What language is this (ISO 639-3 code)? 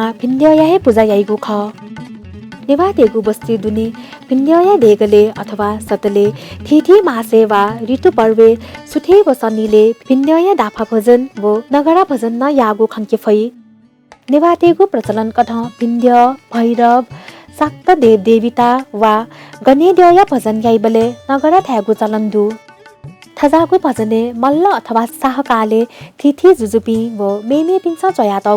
new